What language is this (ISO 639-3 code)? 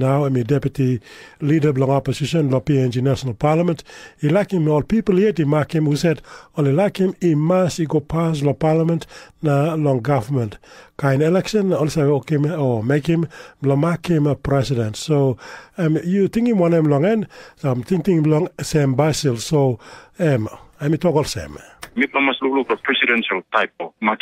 tpi